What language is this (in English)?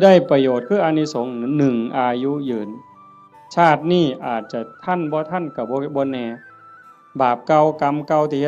Northeastern Thai